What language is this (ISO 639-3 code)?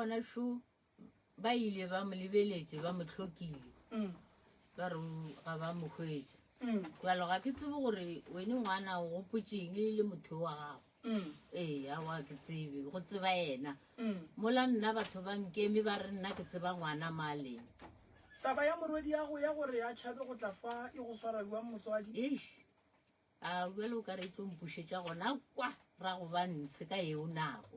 nso